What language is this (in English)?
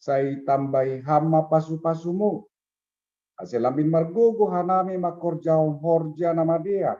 Batak Simalungun